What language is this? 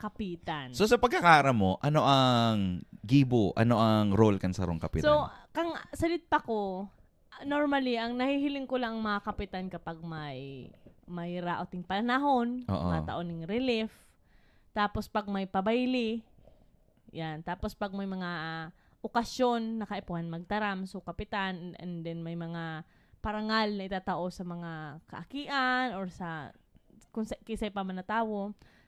Bikol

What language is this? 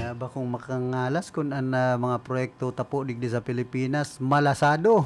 Bikol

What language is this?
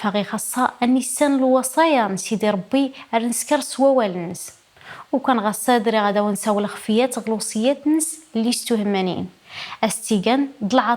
Kabyle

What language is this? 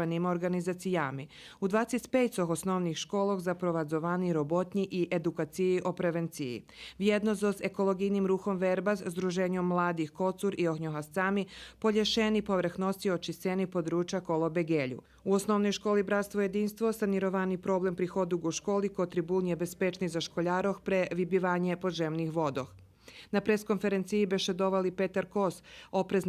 Rusyn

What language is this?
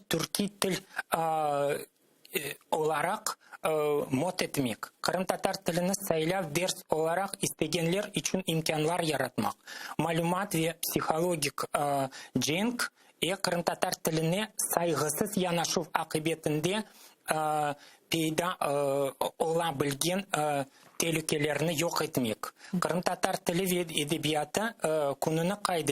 Crimean Tatar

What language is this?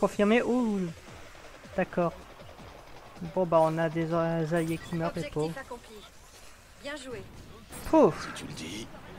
French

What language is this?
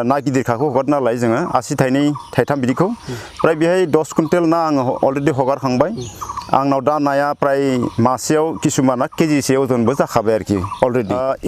Bodo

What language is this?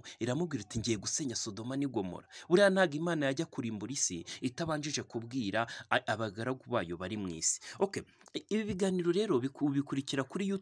Kinyarwanda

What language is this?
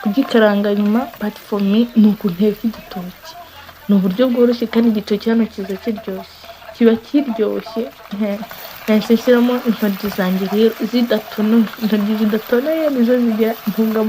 Kinyarwanda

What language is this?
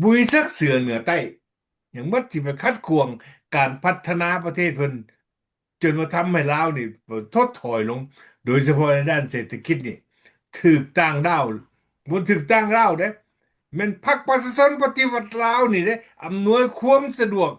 Lao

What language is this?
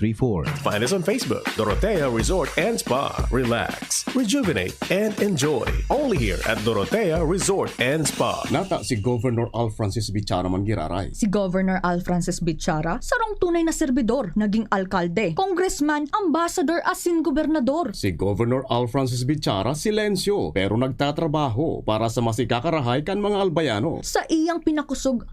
Bikol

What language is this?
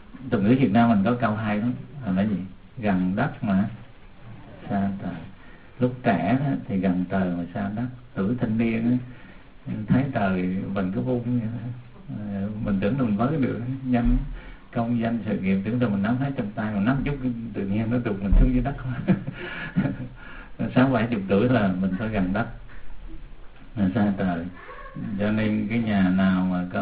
Vietnamese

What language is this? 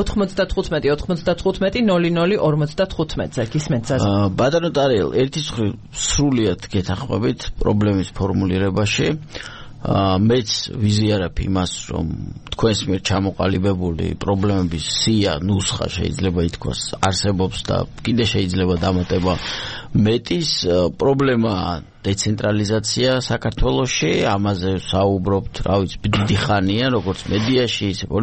Georgian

